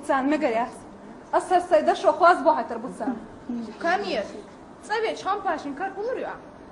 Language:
Chechen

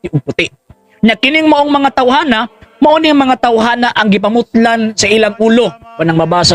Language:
Cebuano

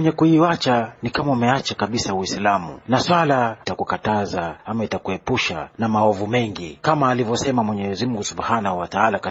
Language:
Swahili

